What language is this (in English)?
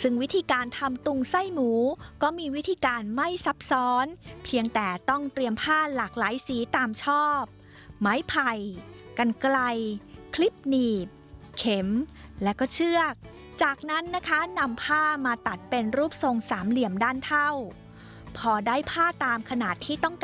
Thai